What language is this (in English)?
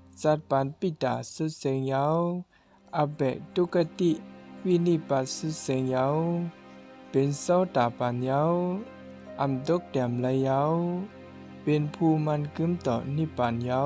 Shan